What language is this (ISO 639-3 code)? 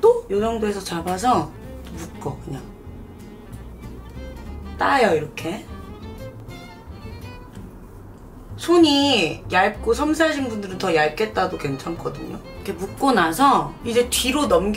kor